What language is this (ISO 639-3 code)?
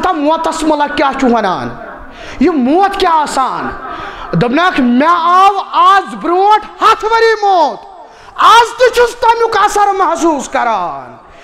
kas